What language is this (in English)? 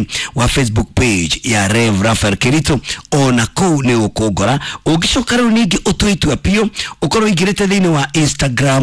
Kikuyu